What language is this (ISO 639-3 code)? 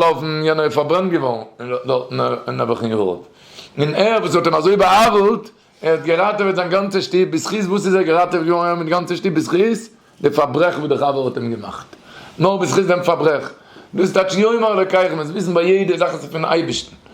yid